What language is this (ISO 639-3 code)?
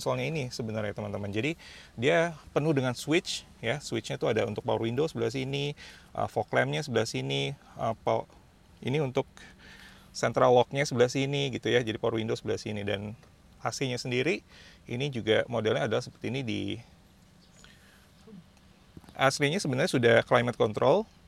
ind